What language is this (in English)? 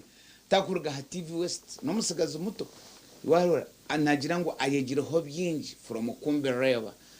Nyankole